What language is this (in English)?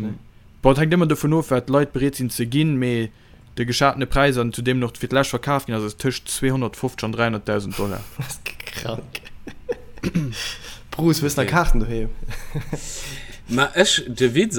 Luxembourgish